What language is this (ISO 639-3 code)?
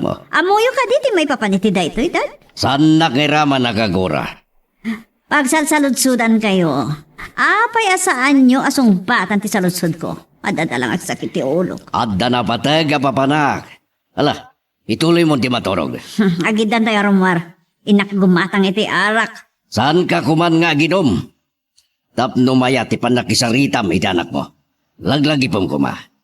ilo